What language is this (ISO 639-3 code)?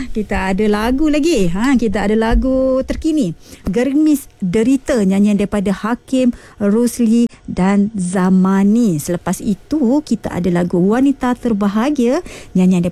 msa